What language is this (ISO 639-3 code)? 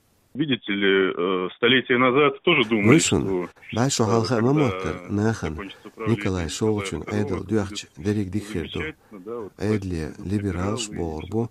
che